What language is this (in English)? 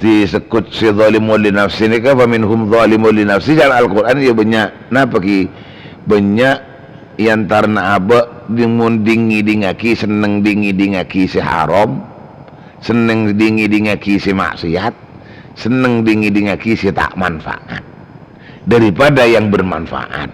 Madurese